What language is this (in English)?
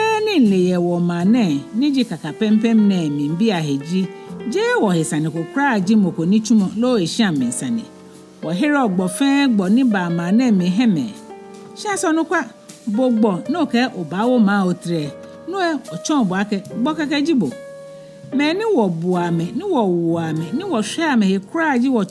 Ga